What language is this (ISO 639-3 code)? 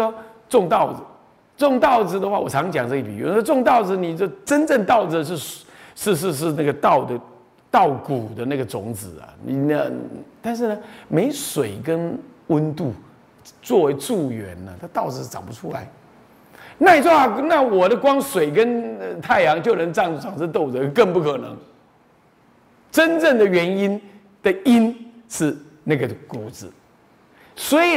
zho